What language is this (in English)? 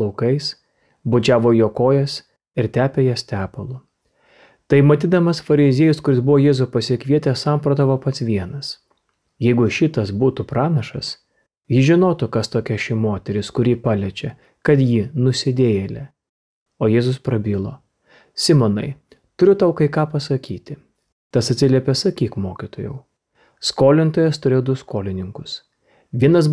Lithuanian